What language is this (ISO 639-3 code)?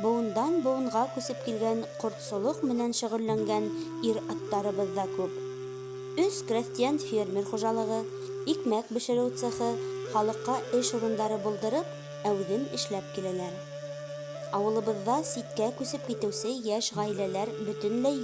bak